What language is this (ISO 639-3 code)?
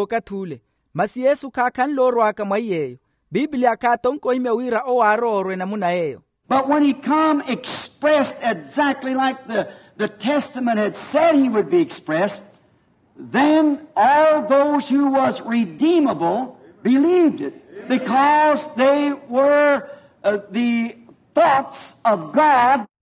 vmw